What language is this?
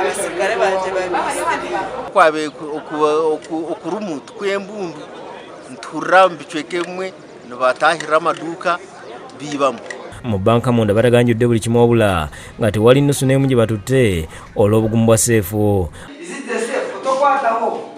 Ganda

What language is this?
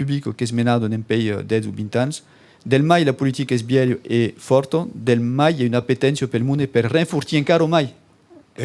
Occitan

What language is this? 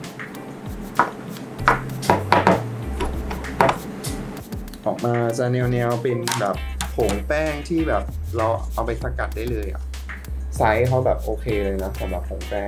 Thai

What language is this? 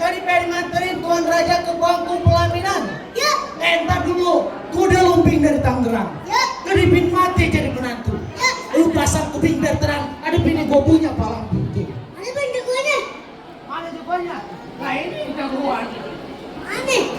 Betawi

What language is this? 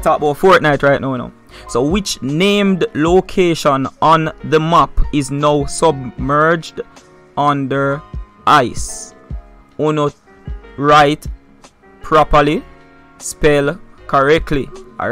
Jamaican Creole English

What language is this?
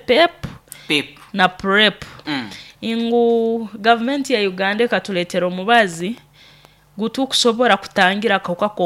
Nyoro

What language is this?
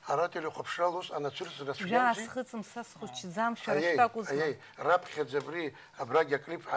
Abkhazian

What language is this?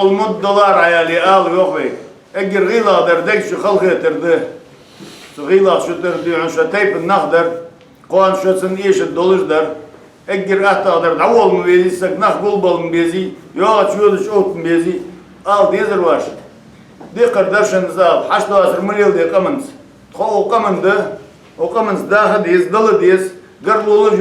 Ingush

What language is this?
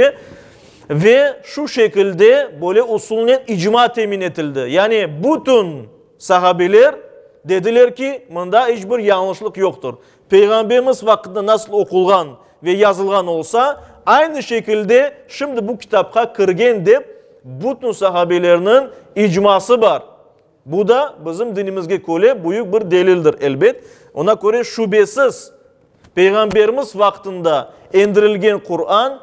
Crimean Tatar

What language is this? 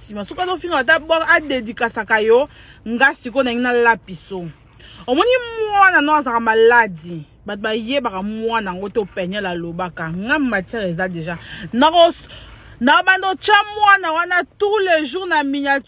Lingala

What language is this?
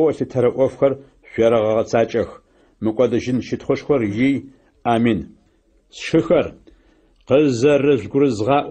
Adyghe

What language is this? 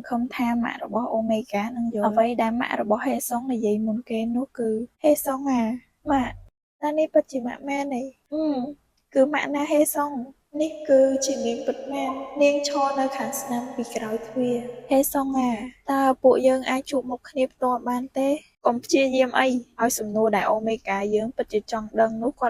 Khmer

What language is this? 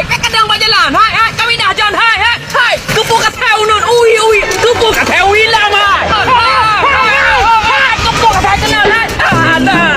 Achinese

